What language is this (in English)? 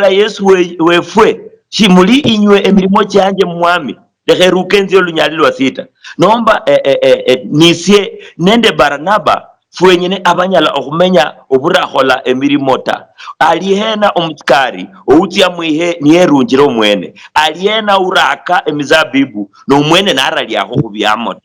Luyia